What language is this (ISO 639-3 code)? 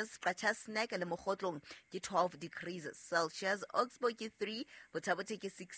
sot